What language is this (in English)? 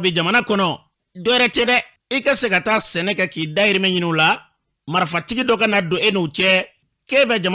Bambara